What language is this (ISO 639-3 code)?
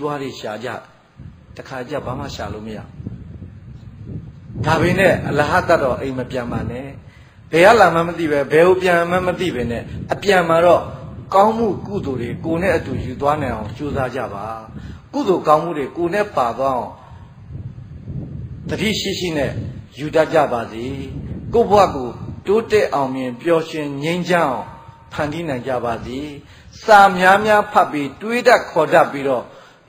mya